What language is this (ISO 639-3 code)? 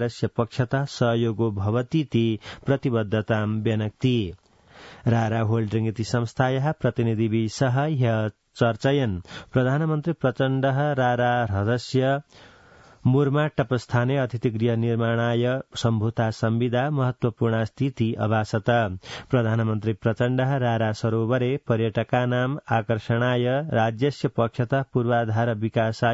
san